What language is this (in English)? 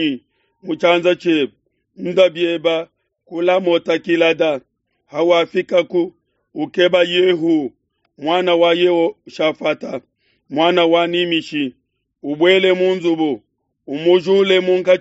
Luba-Lulua